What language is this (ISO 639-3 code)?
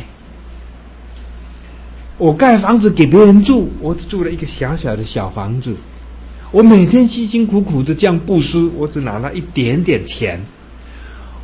zho